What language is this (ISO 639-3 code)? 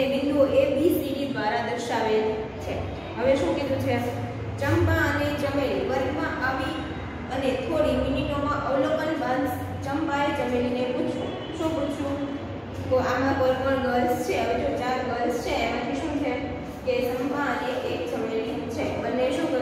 guj